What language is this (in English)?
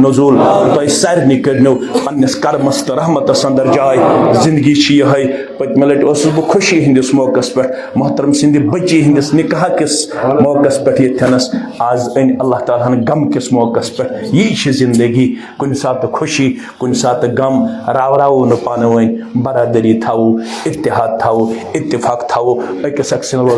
Kashmiri